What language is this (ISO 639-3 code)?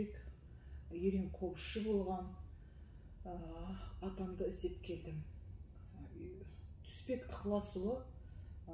kaz